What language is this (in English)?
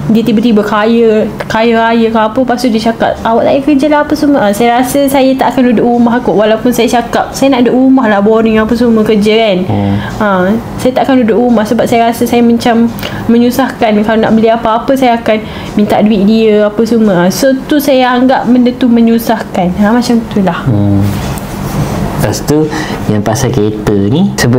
Malay